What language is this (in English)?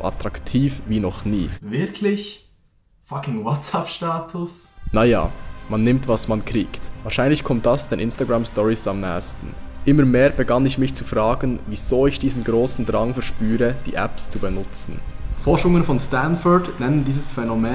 Swiss German